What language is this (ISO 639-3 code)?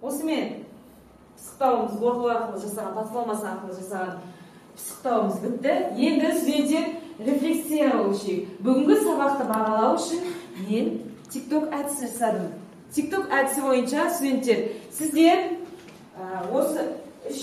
kaz